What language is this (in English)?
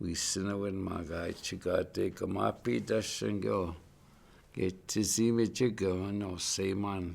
Chippewa